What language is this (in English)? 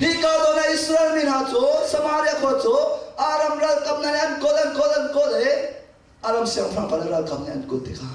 Hakha Chin